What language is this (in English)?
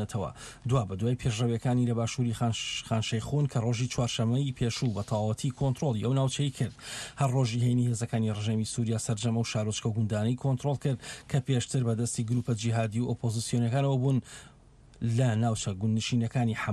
Central Kurdish